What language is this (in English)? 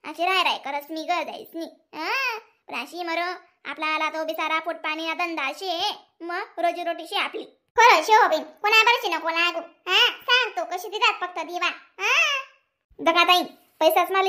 Khandesi